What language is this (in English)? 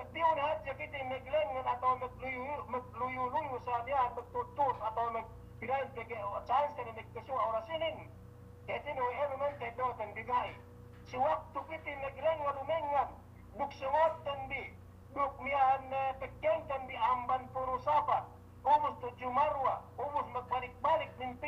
Yakan